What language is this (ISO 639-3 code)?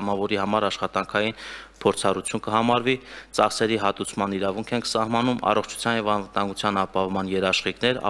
hye